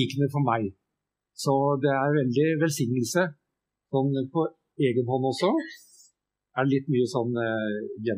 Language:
Norwegian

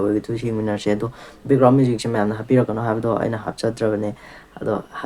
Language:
Manipuri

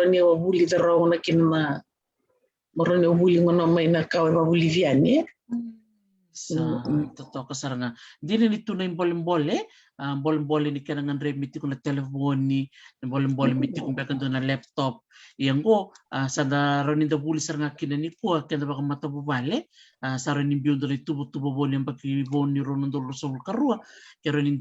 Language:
Fijian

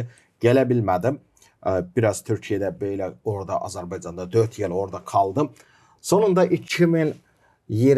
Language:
Gagauz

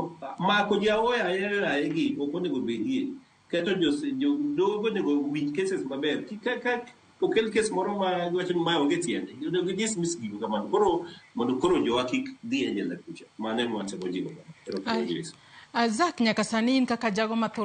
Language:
Luo (Kenya and Tanzania)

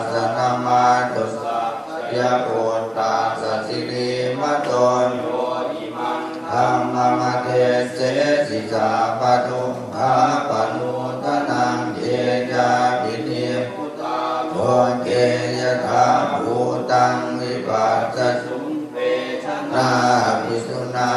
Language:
Pali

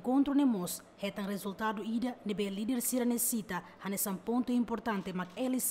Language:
Tetum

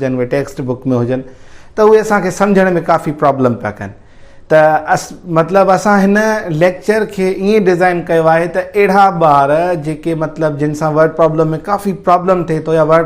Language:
Sindhi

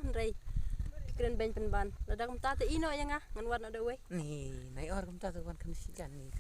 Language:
Khasi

